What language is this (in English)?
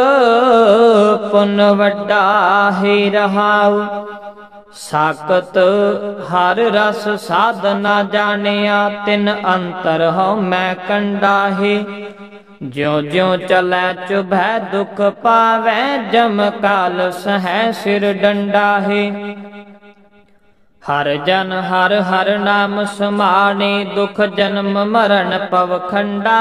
Punjabi